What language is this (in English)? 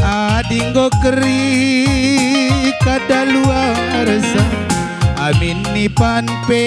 Batak Karo